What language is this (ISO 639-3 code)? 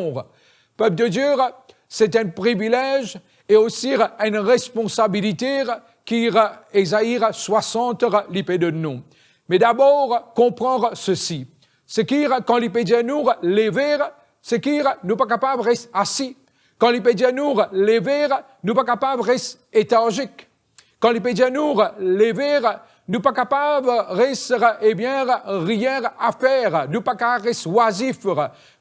mfe